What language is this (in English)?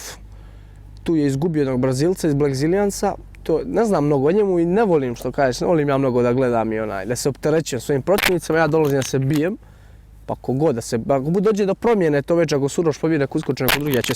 Bosnian